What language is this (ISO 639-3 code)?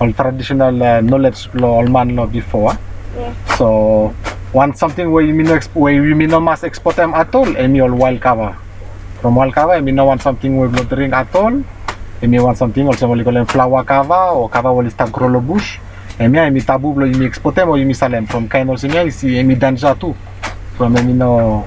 bis